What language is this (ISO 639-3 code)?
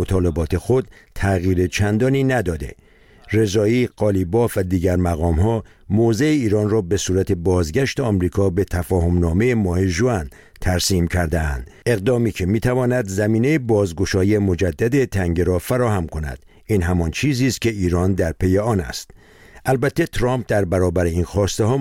fas